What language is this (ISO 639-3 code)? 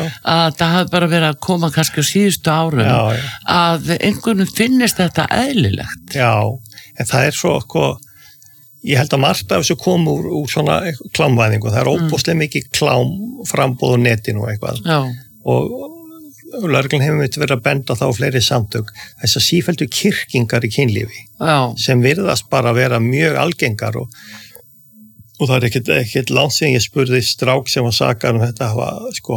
isl